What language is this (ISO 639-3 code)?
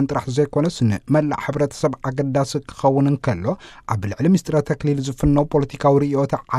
tir